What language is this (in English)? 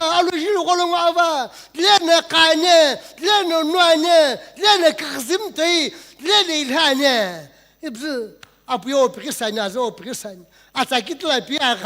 Sumi Naga